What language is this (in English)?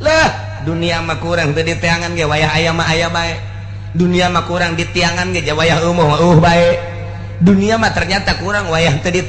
Sundanese